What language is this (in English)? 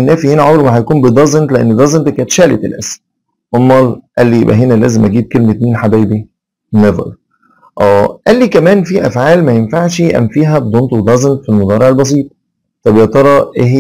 Egyptian Arabic